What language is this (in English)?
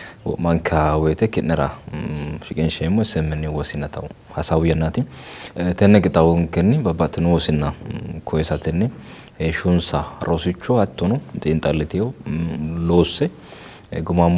Sidamo